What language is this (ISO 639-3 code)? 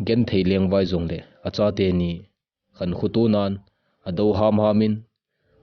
tcz